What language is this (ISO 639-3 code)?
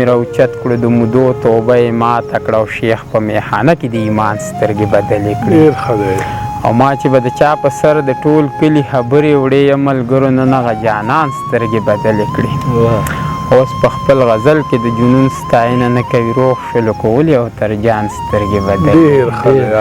pus